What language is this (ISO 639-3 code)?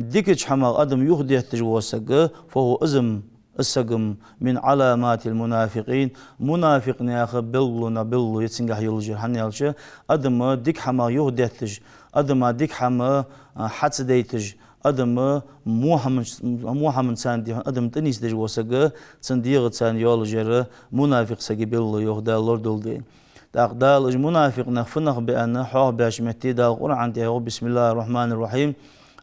inh